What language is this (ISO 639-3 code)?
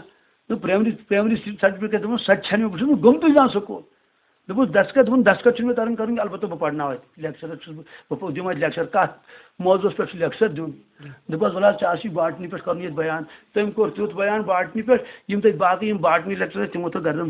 kas